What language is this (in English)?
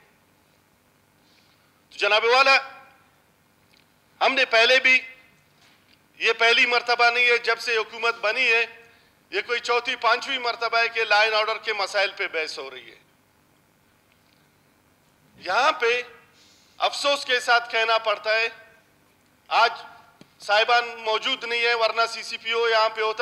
Urdu